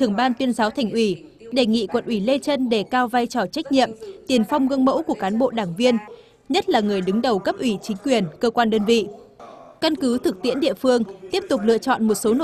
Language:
Vietnamese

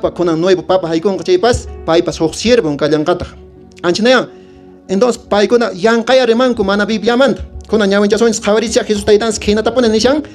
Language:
Quechua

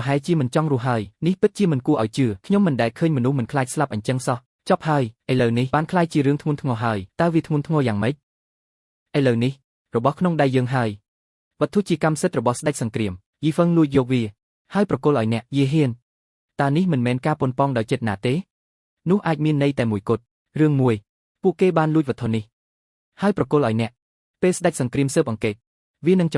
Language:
Khmer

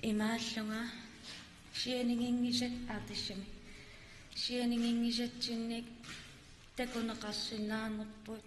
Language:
Kalaallisut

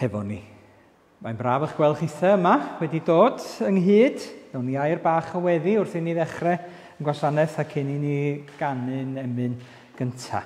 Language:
Welsh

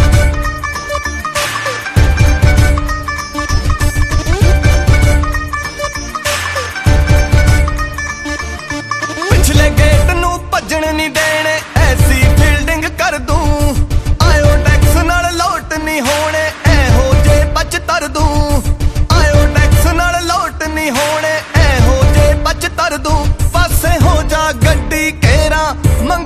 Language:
Punjabi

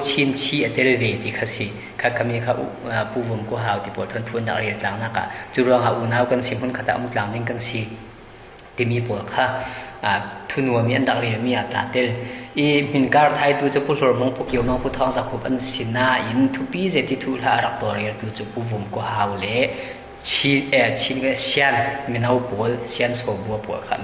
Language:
Falam Chin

